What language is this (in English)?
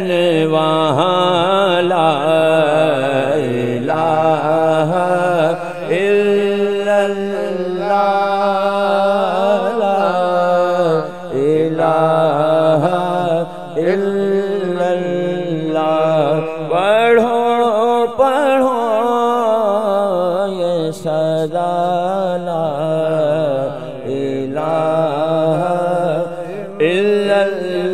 Urdu